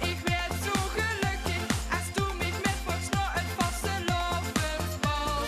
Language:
Limburgish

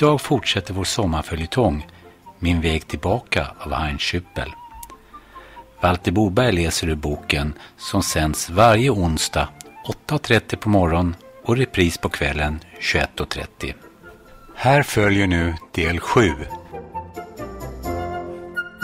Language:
Swedish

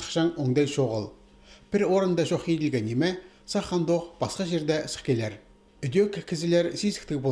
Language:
Khakas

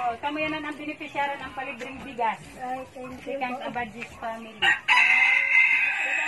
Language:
Waray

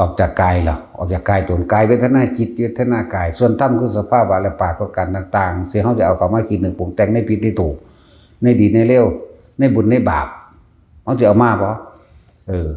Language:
Northeastern Thai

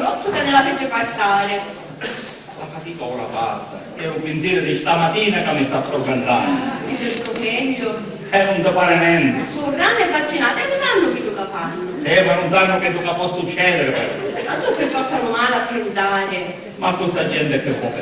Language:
Sicilian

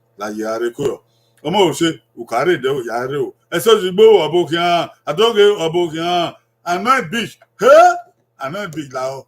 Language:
Bini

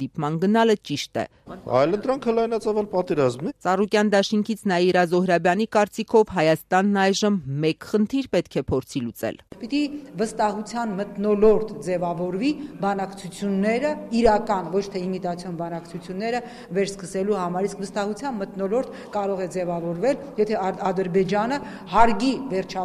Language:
Armenian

